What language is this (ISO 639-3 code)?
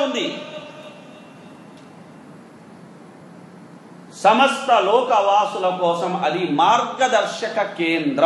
tel